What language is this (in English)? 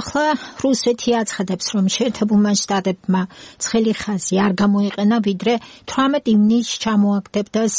Georgian